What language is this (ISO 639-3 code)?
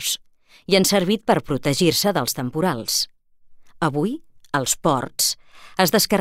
cat